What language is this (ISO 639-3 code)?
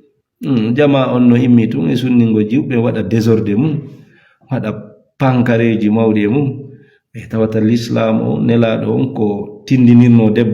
ful